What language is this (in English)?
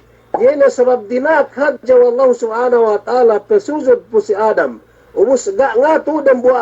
Yakan